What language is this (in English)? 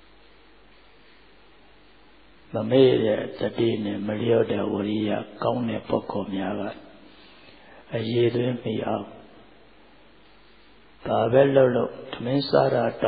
Burmese